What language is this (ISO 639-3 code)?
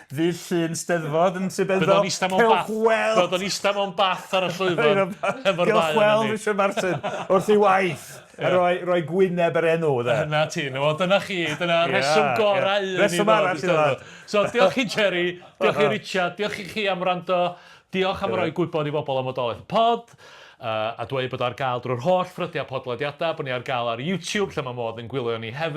cym